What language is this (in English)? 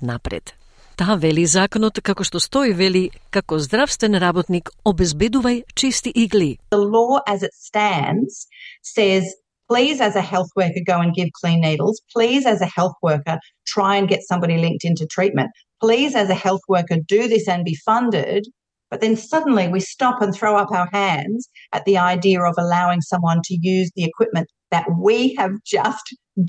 Macedonian